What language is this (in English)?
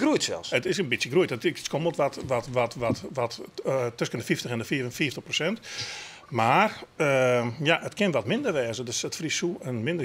Western Frisian